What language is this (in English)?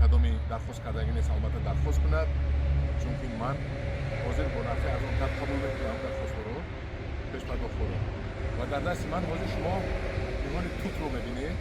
Tajik